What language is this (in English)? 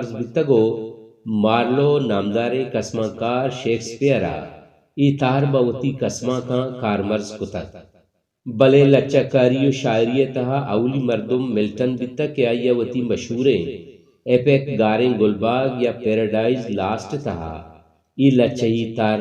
Baluchi